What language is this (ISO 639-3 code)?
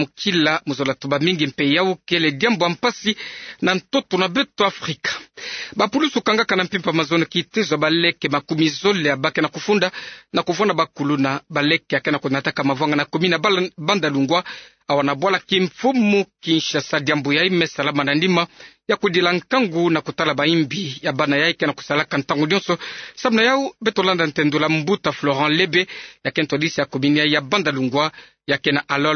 ktu